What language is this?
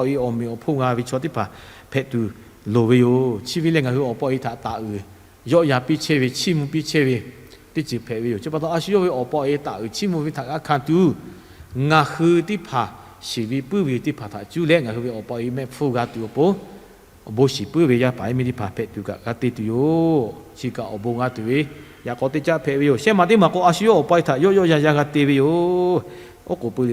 Lahu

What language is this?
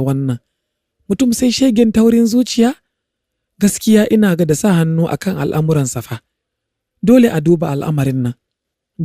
Hausa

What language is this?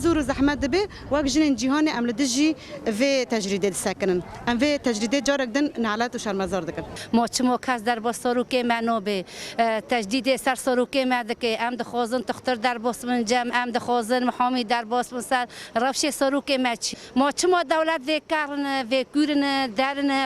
Kurdish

